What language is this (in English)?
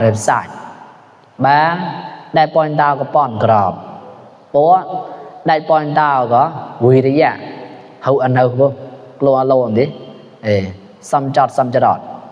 Mon